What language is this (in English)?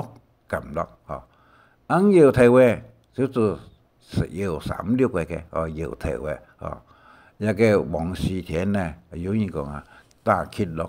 Hakka Chinese